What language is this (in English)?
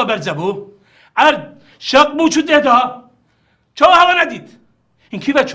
Kurdish